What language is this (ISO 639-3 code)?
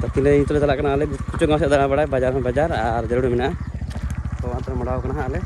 sat